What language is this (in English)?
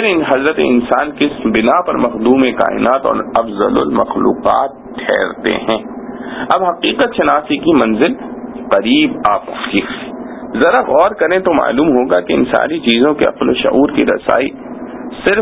Urdu